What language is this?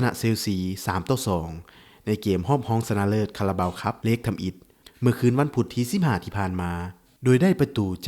Lao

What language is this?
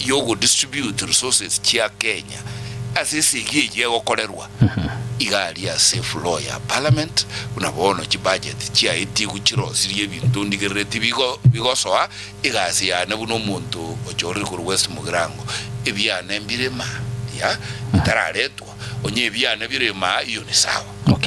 Gusii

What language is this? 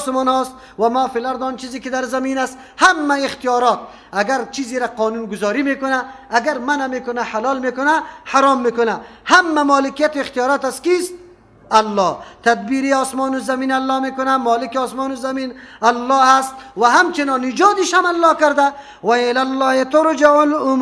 Persian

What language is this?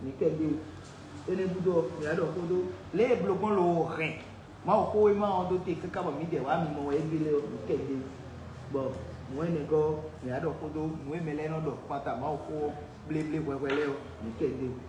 Fon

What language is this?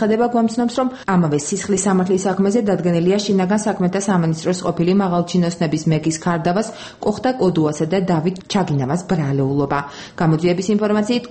Georgian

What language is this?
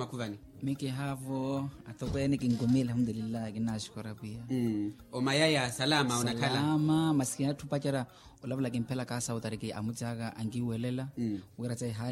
Makhuwa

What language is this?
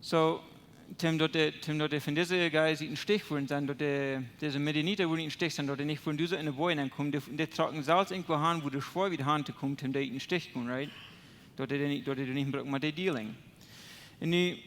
Plautdietsch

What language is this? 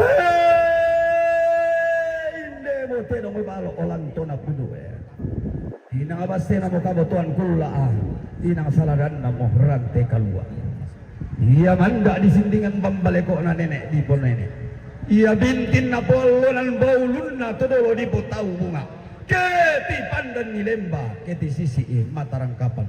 Toraja-Sa'dan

